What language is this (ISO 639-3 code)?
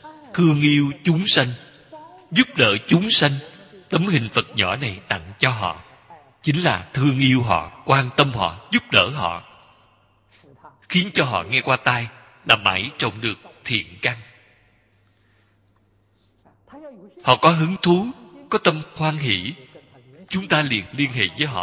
vie